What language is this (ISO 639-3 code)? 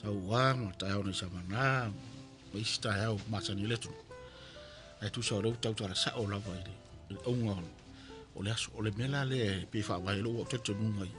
smo